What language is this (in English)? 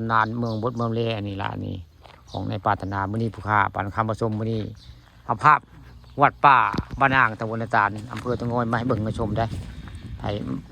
Northeastern Thai